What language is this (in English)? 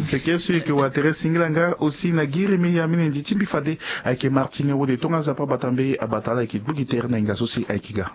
Sango